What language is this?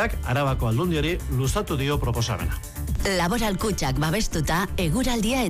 Basque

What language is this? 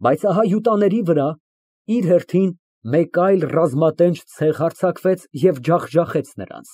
Armenian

